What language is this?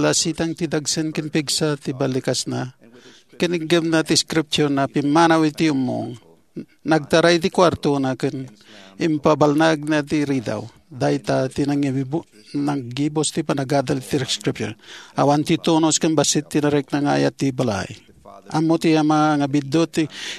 Iloko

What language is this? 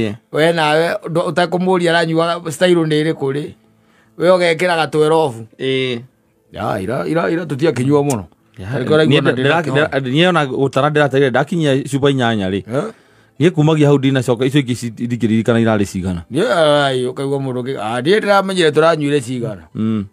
Kikuyu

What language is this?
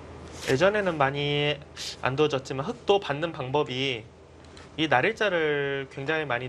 Korean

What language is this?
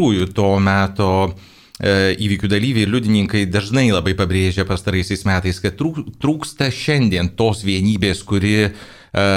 Lithuanian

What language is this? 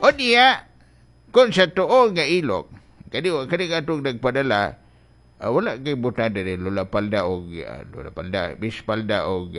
Cebuano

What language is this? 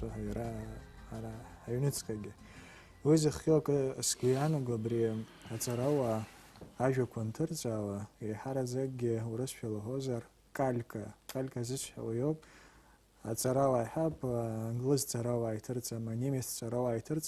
Abkhazian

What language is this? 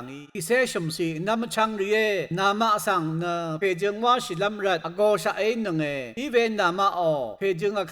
Rawang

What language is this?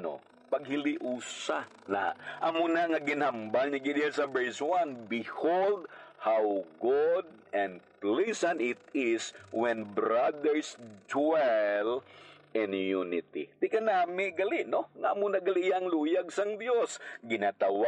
Hiligaynon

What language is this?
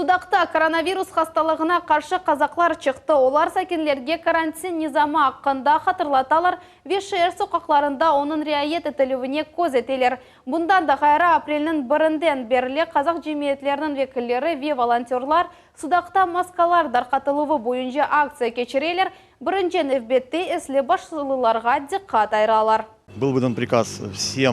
Crimean Tatar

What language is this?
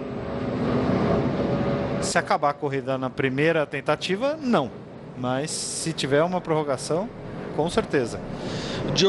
Portuguese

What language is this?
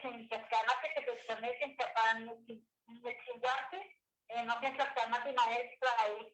Eastern Huasteca Nahuatl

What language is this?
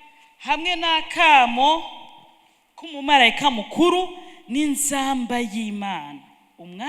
Rundi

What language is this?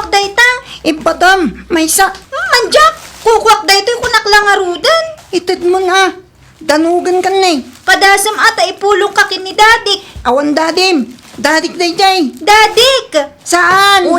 Iloko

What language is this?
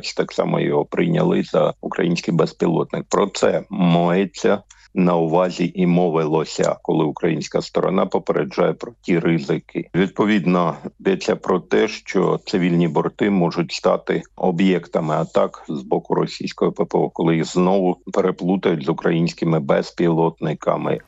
Ukrainian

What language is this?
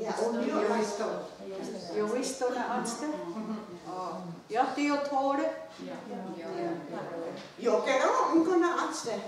Mohawk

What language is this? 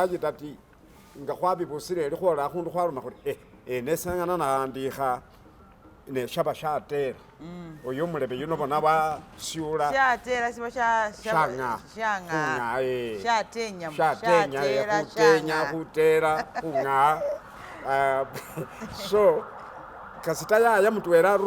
Masaaba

